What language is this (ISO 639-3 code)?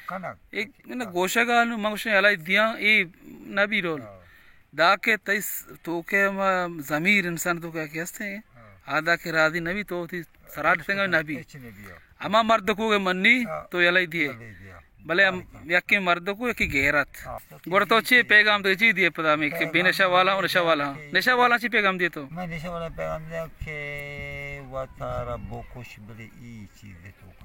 bal